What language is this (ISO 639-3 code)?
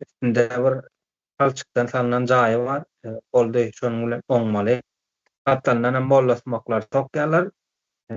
tuk